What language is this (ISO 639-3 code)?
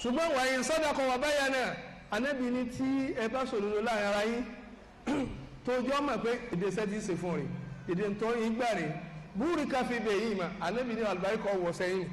yor